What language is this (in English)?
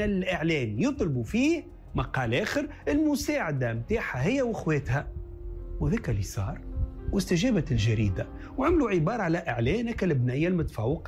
Tunisian Arabic